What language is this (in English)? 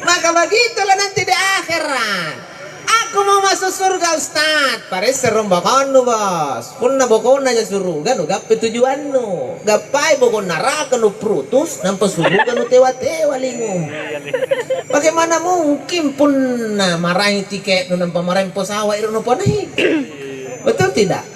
Makasar